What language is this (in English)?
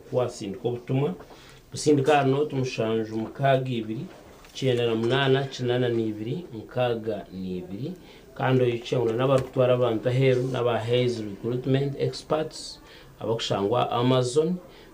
Nyankole